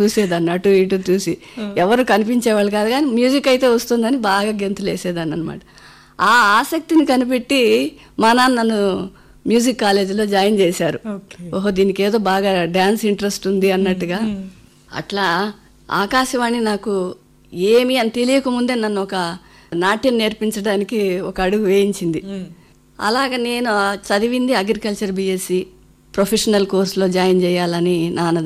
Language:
Telugu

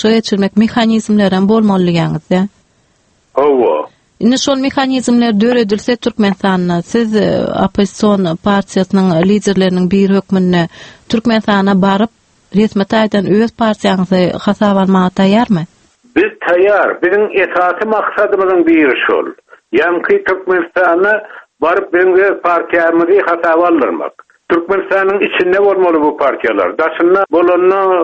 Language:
Turkmen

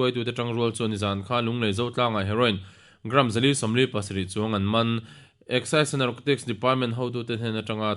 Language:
Mizo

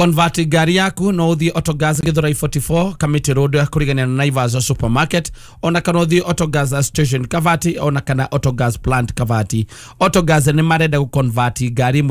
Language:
Kikuyu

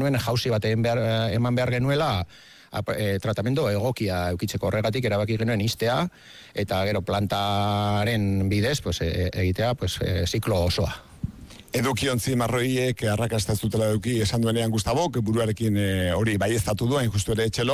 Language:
Basque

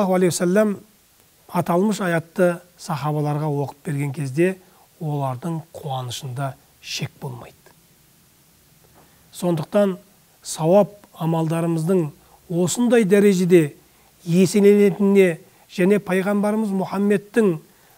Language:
Kazakh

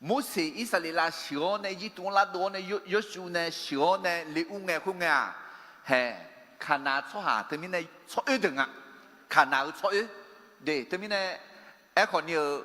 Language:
Akha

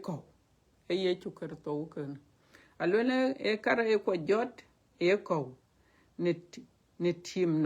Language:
Dinka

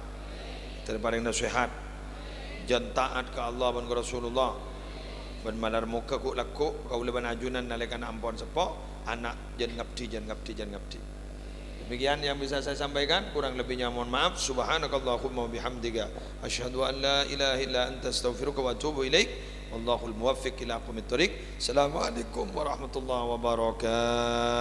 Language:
Madurese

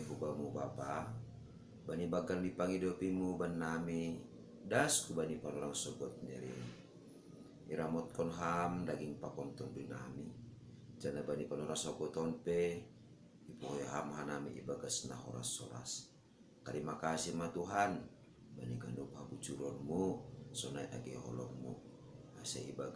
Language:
Batak Simalungun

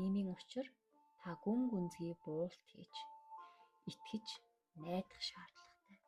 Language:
Mongolian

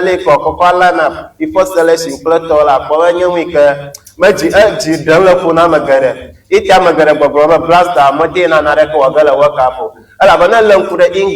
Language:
Ewe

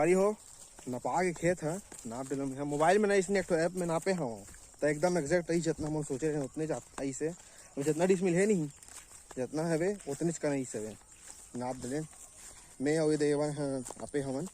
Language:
Chhattisgarhi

